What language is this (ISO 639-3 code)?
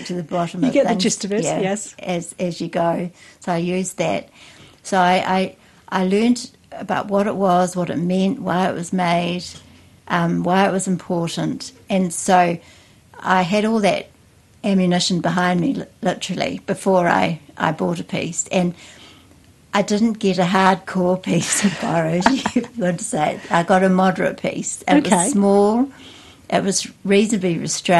eng